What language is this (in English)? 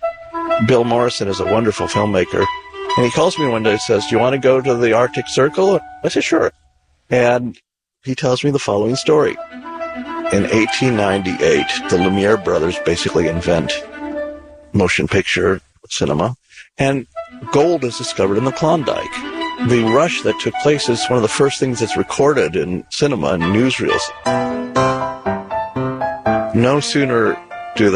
English